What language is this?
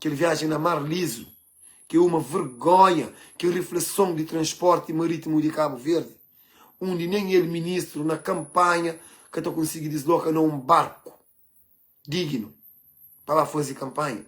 Kabuverdianu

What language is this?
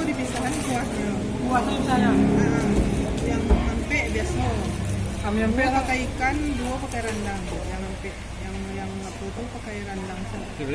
Minangkabau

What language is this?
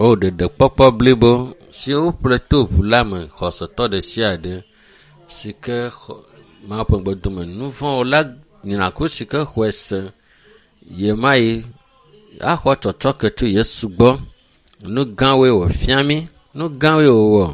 Ewe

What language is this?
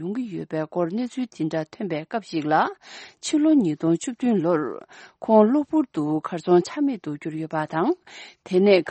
Tibetan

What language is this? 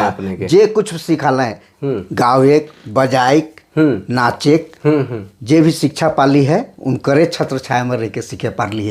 Sadri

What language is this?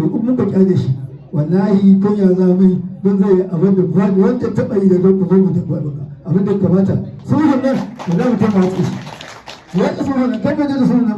Hausa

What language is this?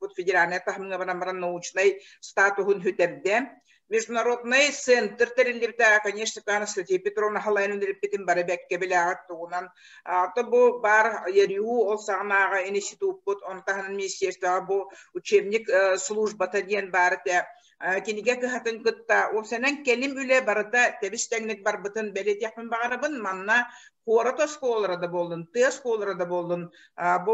Yakut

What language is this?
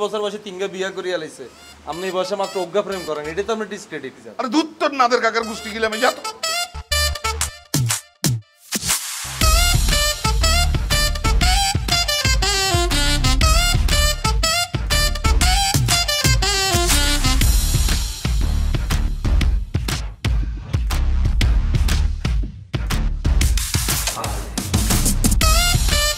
Bangla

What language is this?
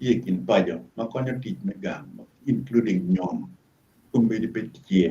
Acoli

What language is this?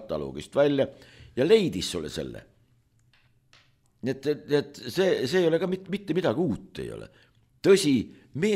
Estonian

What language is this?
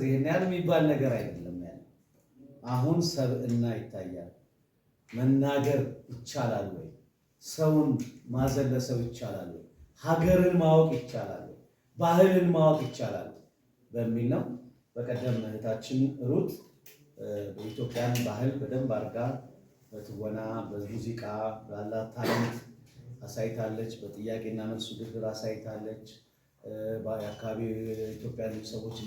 Amharic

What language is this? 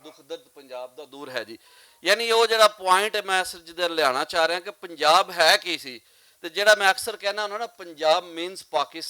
Western Panjabi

